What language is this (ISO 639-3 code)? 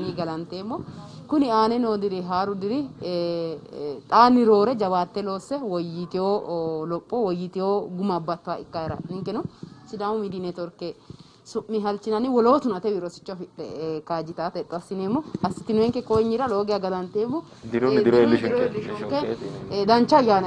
sid